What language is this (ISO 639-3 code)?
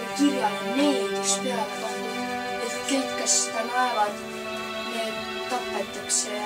est